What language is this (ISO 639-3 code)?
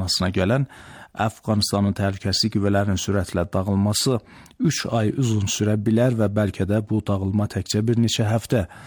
aze